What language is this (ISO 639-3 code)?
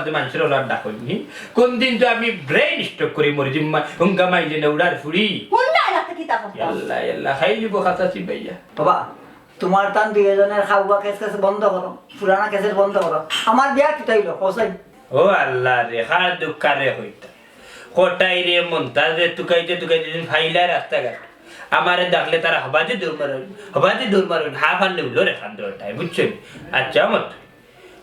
syl